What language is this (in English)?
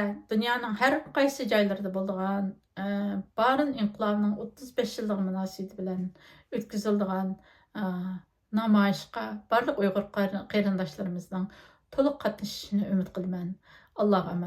Uyghur